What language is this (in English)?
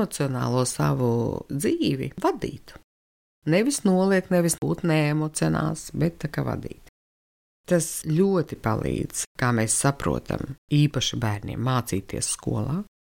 Latvian